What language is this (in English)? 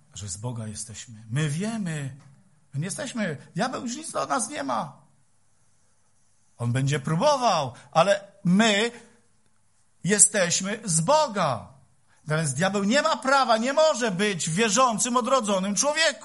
Polish